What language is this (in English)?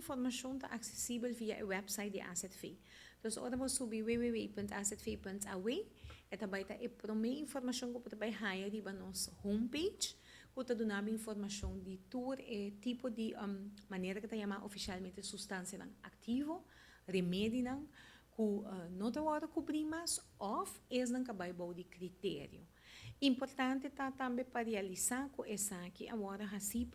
Papiamento